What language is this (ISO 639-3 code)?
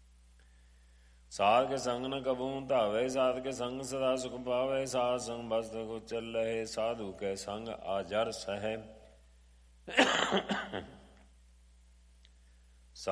pan